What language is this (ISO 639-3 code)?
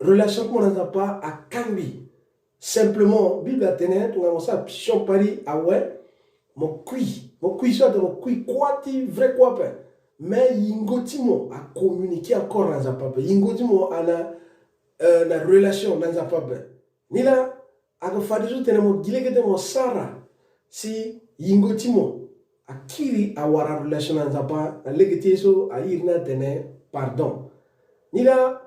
sag